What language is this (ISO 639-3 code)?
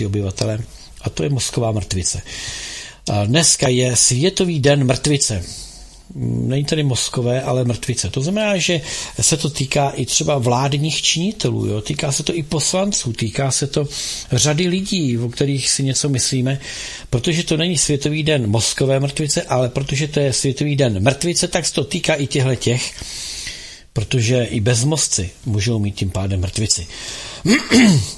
ces